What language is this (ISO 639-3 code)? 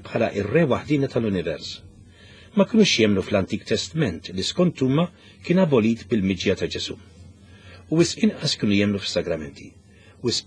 mlt